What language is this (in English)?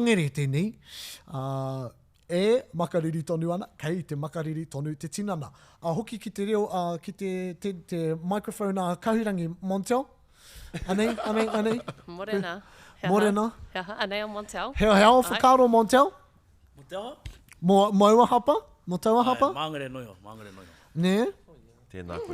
Māori